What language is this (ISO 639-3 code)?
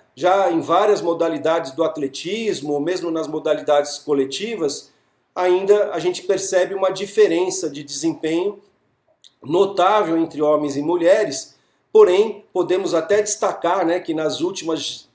por